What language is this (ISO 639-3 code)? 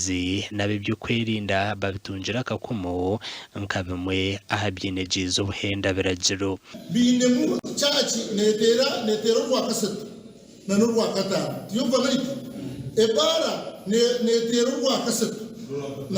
nyn